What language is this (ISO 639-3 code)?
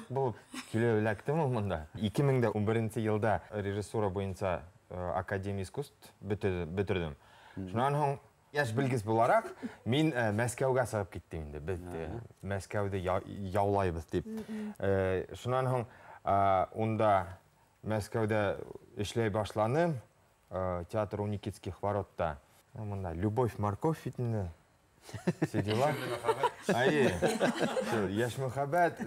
bak